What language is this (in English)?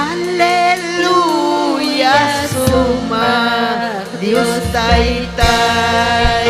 Ayacucho Quechua